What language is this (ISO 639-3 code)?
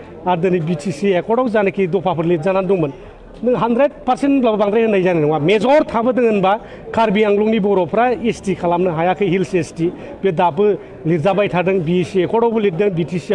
brx